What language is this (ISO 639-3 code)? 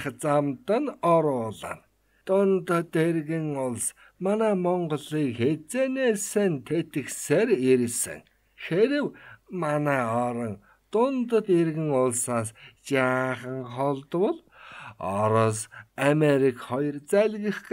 mon